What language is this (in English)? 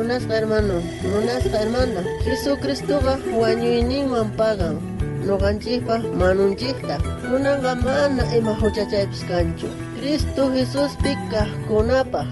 South Bolivian Quechua